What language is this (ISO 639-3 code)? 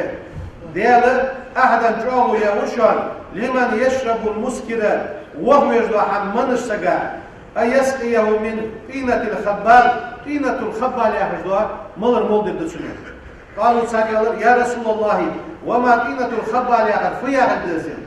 inh